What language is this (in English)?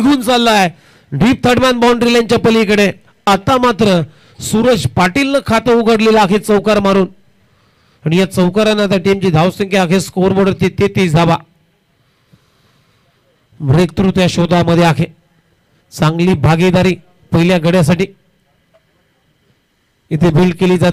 Marathi